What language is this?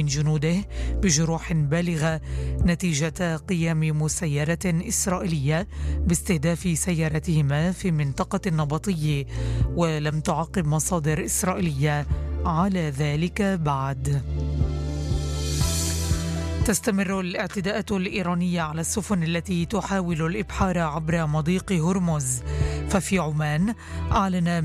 Arabic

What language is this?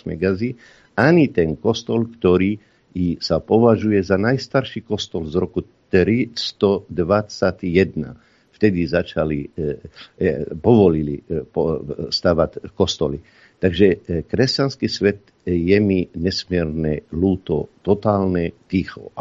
Slovak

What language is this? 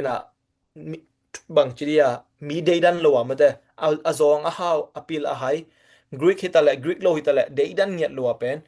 Tedim Chin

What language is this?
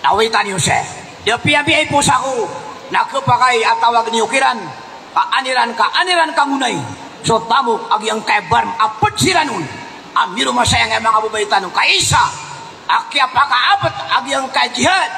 Maranao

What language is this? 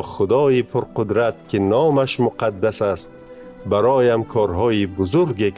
Tajik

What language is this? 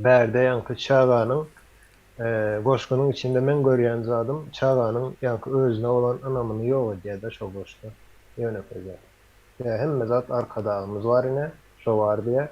Turkmen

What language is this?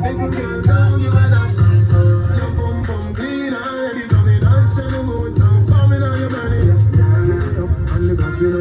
Jamaican Creole English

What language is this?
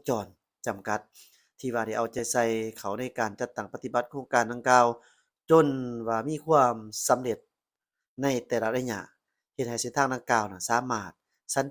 Lao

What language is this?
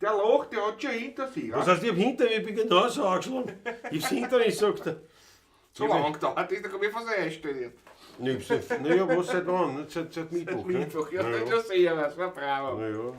Bavarian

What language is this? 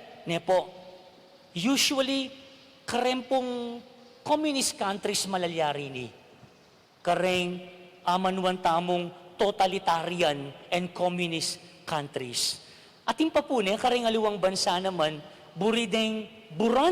Pampanga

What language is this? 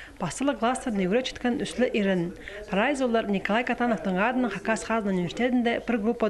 Khakas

